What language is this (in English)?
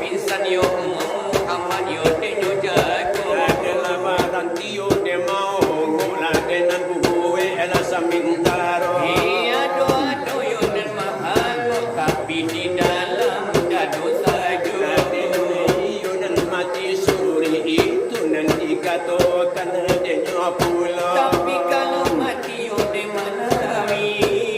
Minangkabau